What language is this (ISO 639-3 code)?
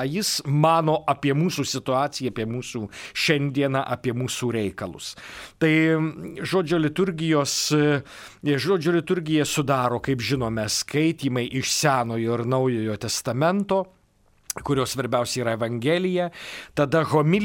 lit